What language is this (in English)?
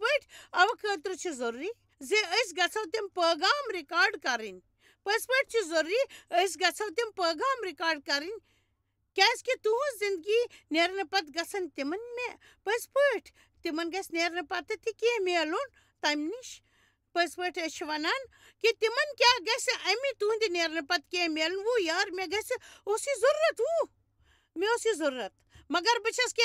Kashmiri